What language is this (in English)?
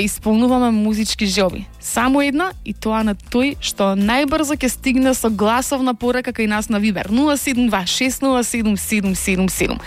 Macedonian